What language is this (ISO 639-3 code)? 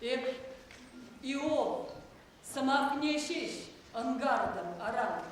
chv